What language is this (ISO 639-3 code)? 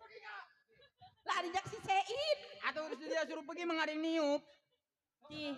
bew